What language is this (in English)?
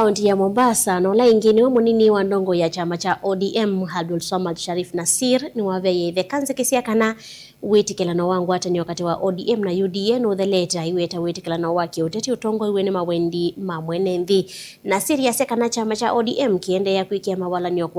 Kamba